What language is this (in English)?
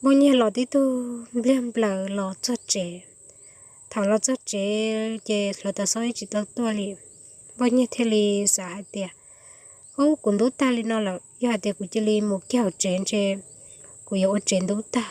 Hmong